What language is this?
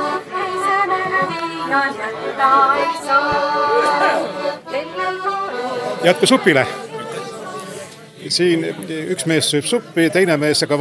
Estonian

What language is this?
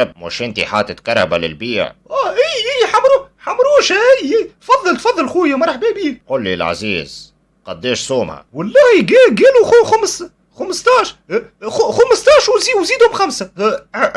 Tunisian Arabic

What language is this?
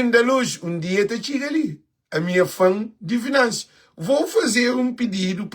Kabuverdianu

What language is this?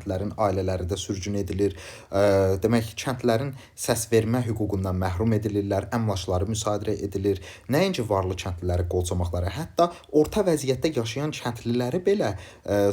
Azerbaijani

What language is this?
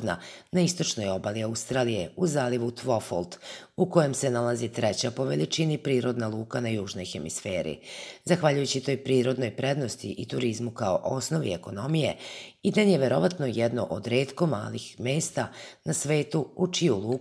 Serbian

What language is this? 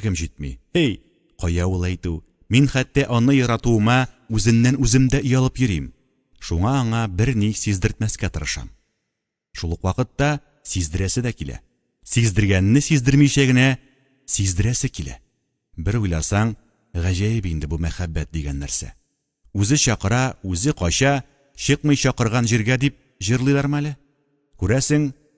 Tatar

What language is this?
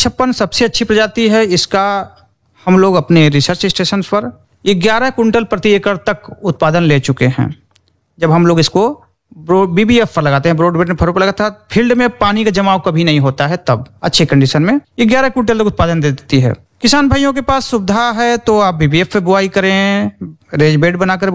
Hindi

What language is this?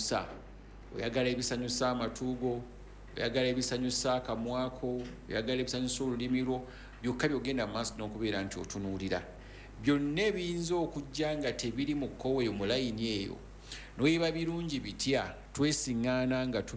Ganda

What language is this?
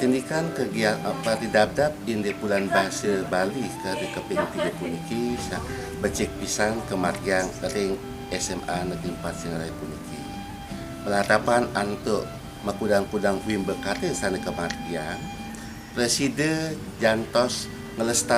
Balinese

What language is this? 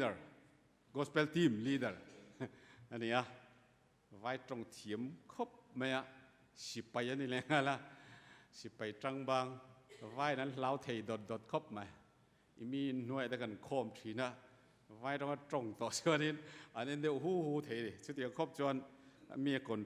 Mizo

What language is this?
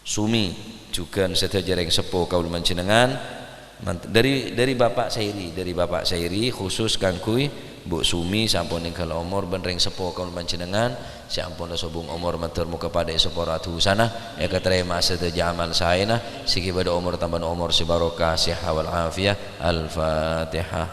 Madurese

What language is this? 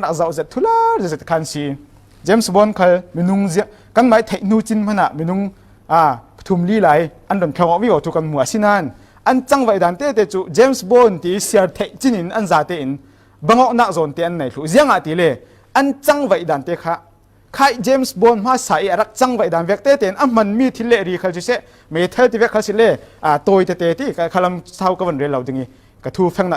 Falam Chin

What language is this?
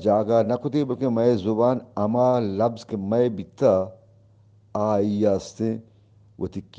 Eastern Balochi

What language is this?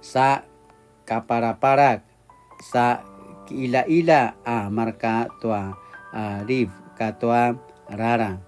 Paiwan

